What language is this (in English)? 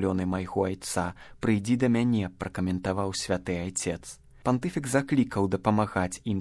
Belarusian